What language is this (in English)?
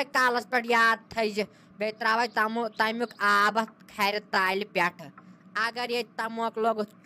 Kashmiri